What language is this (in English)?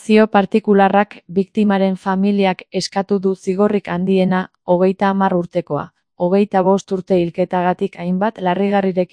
Basque